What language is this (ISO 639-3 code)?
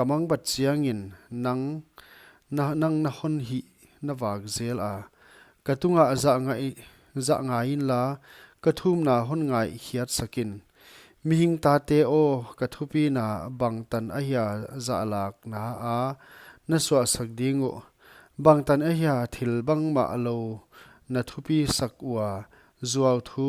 pck